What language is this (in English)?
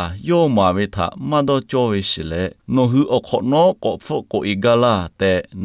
Lahu